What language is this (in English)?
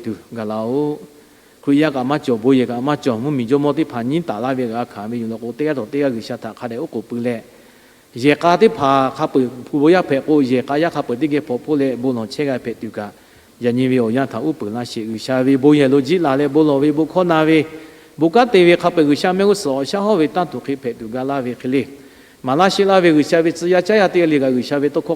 Lahu